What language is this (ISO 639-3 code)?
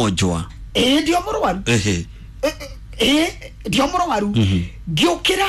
kik